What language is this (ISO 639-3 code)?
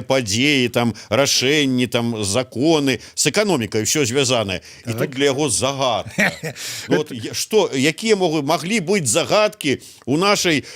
bel